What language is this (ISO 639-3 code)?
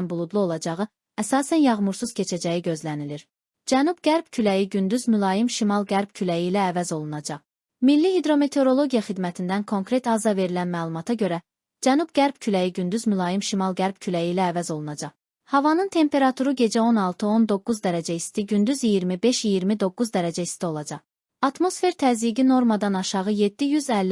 aze